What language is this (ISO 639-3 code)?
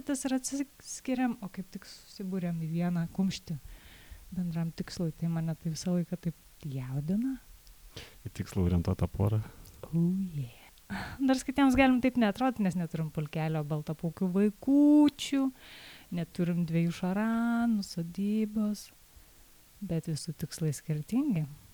lit